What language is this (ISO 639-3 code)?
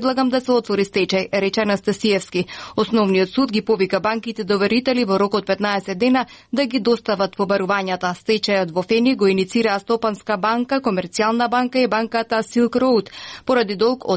mkd